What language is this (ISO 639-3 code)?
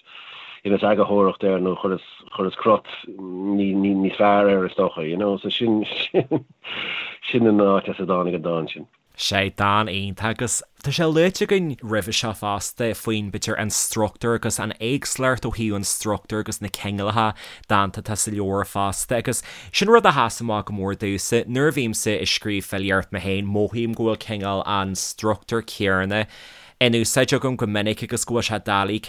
gle